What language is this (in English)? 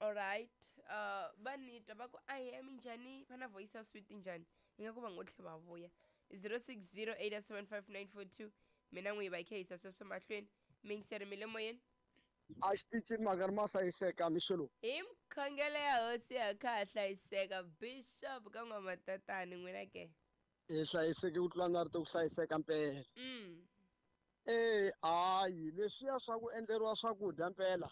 Tsonga